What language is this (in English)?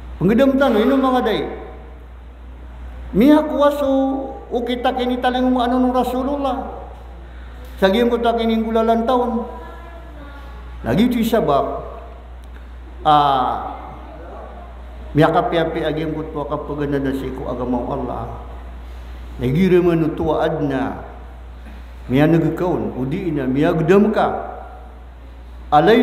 Maranao